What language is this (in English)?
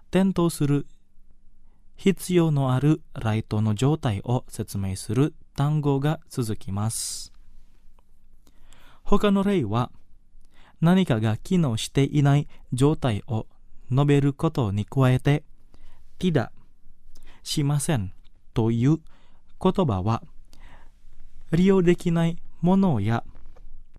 Japanese